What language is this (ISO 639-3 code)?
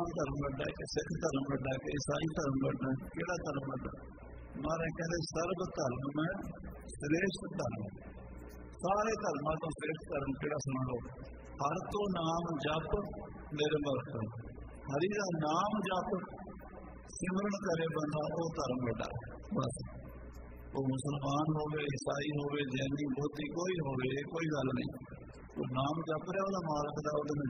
pan